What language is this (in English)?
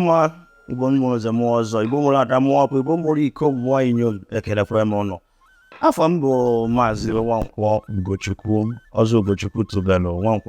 Igbo